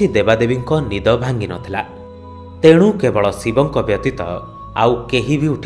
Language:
Odia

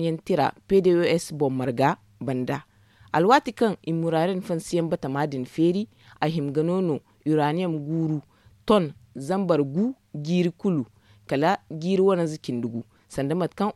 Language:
Zarma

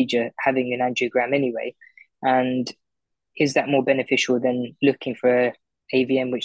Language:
English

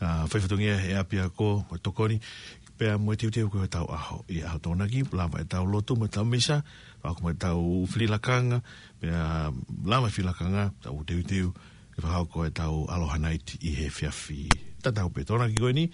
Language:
Tongan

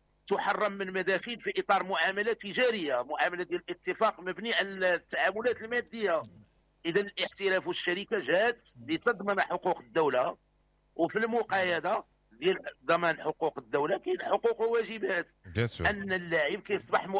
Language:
Moroccan Arabic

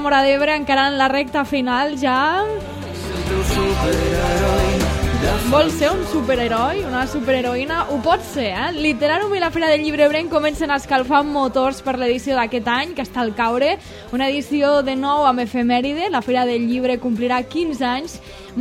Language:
Catalan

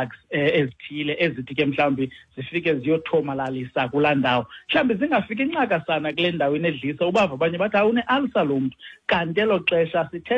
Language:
Xhosa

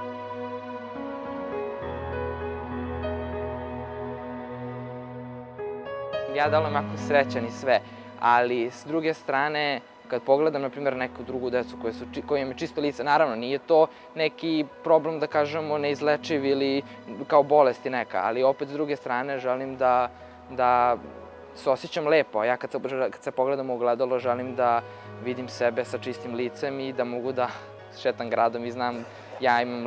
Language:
Serbian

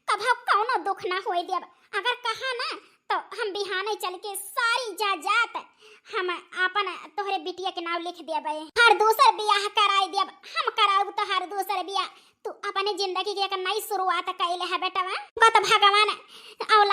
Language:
Awadhi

